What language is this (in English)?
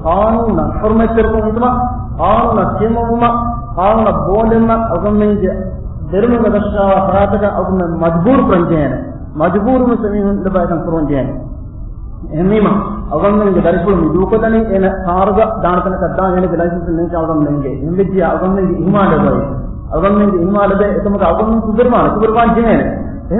Divehi